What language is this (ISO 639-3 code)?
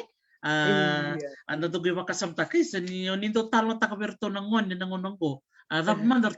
fij